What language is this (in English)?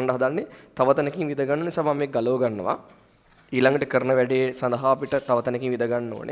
Sinhala